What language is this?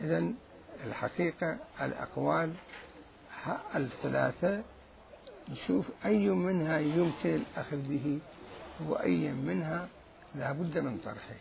Mesopotamian Arabic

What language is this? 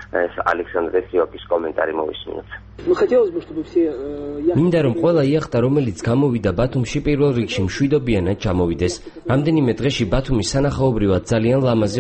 Georgian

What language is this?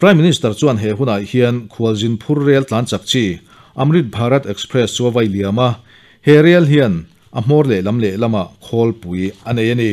Mizo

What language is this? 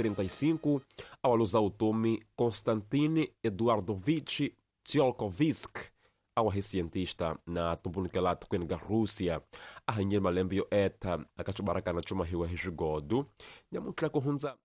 Tsonga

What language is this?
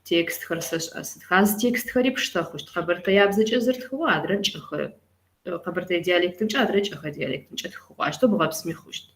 Kabardian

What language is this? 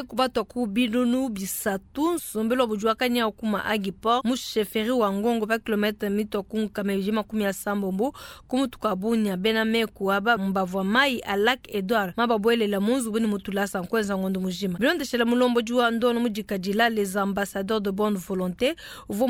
Luba-Lulua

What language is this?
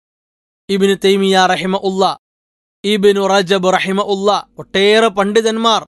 Malayalam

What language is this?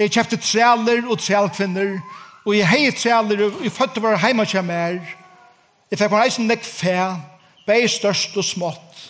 Faroese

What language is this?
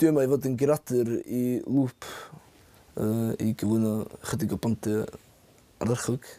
Welsh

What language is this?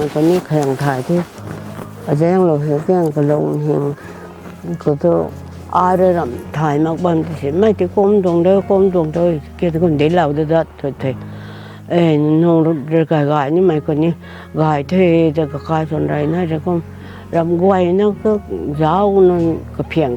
Rongmei Naga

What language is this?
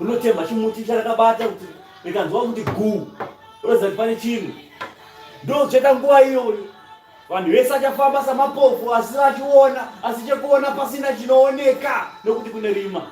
Shona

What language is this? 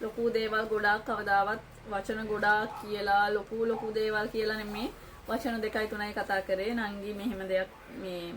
Sinhala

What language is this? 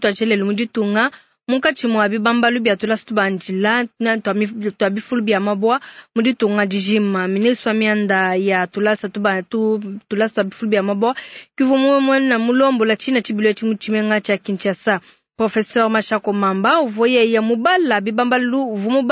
Luba-Lulua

